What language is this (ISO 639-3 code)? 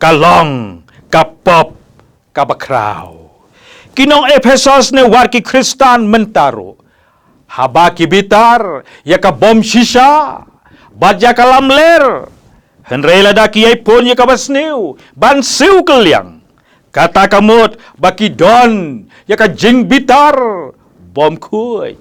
kha